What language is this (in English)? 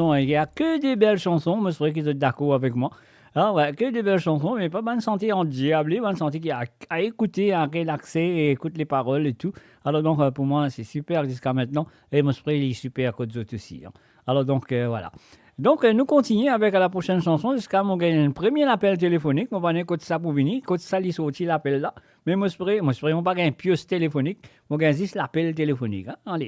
Morisyen